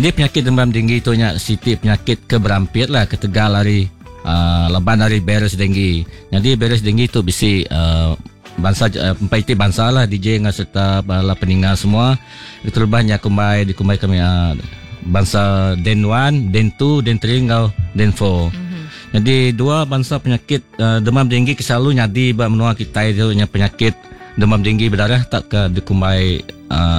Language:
Iban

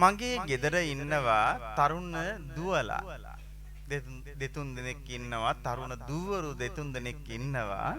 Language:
Sinhala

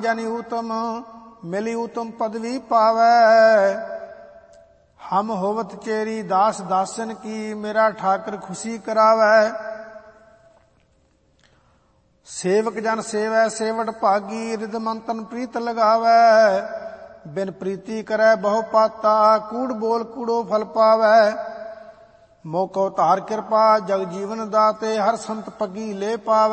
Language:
Punjabi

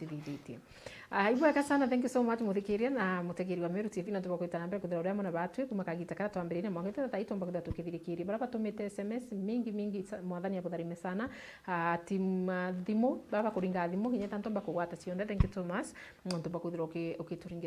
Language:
Meru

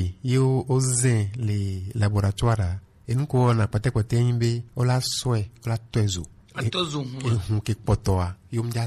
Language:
Gen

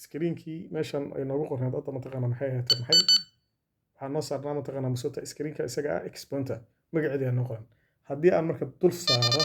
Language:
Somali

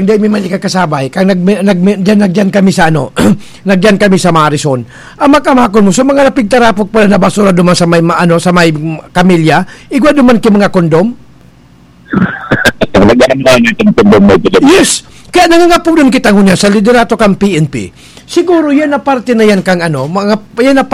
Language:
Bikol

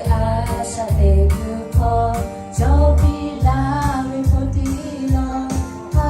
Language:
Lahu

